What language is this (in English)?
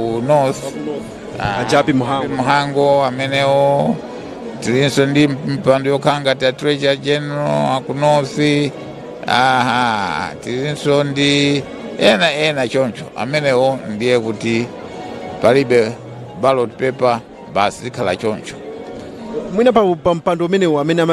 Nyanja